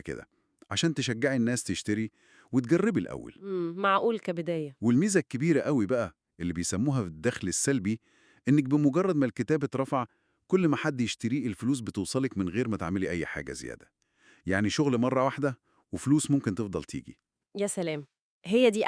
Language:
Egyptian Arabic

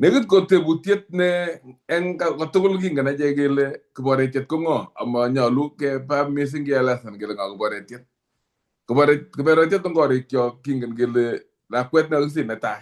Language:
Kalenjin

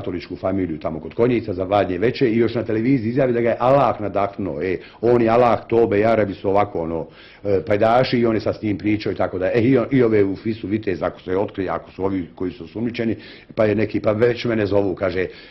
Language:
Bosnian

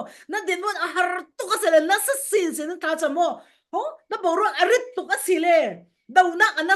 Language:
Falam Chin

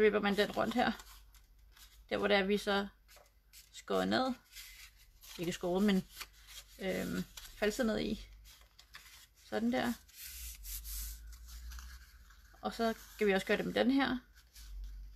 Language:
Danish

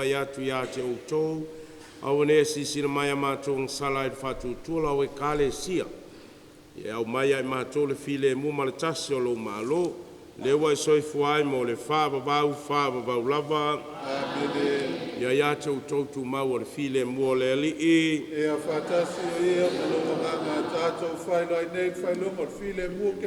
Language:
Samoan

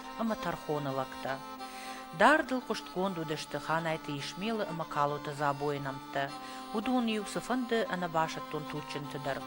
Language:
Ossetic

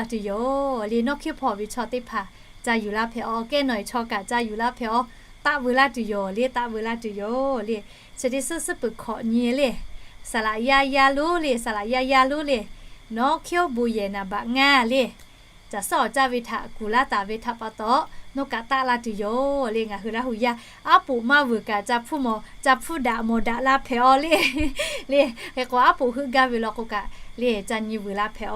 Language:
Lahu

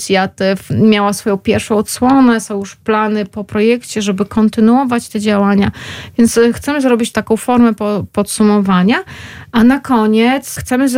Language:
Polish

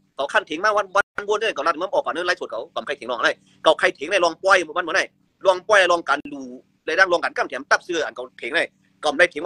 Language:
Shan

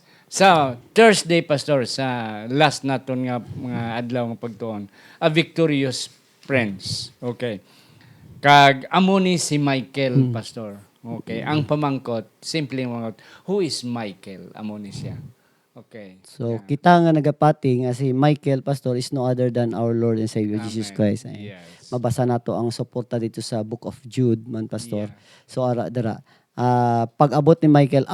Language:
Hiligaynon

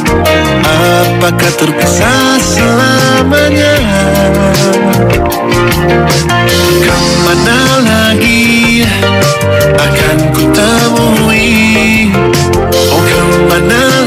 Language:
Indonesian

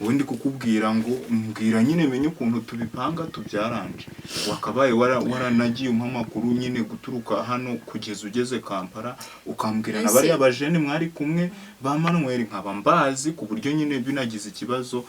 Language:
Kinyarwanda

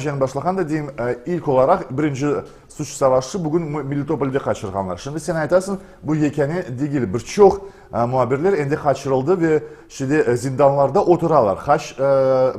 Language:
Crimean Tatar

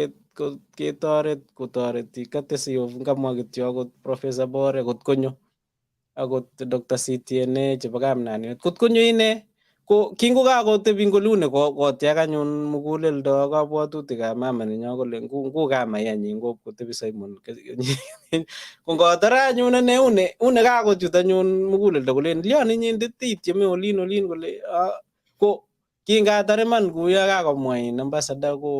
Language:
Kalenjin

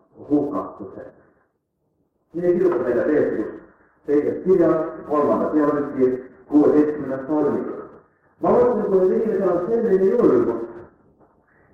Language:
Estonian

